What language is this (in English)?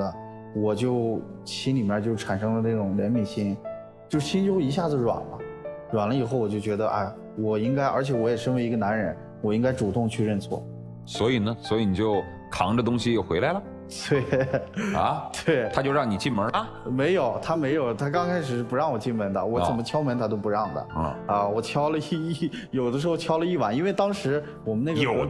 Chinese